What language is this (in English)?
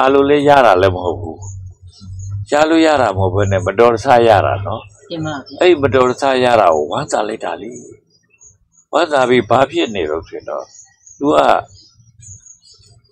Burmese